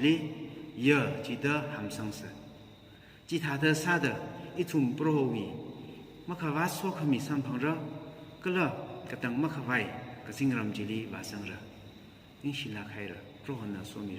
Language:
Tangkhul Naga (India)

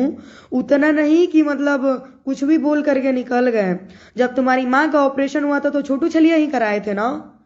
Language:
Bhojpuri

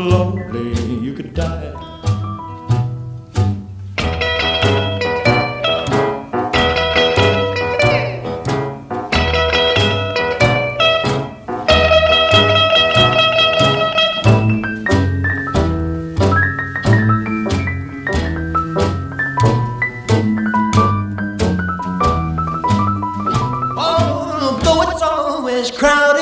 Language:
English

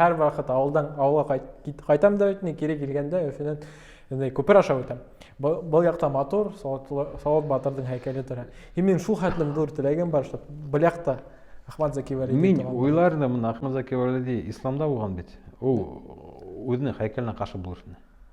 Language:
Bashkir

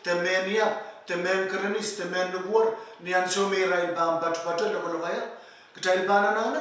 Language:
Pohnpeian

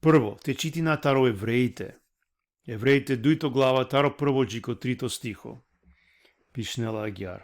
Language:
Balkan Romani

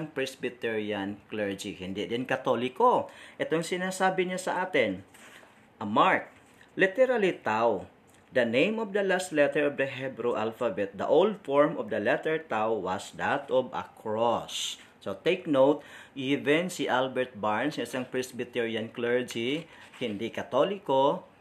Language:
Filipino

